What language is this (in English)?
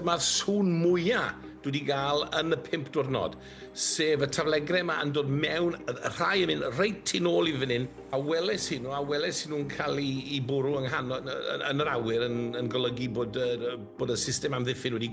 Welsh